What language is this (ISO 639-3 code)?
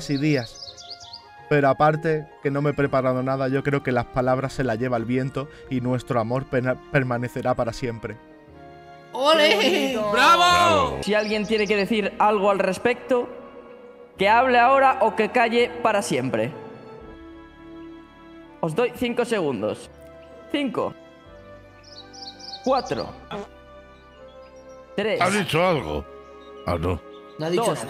spa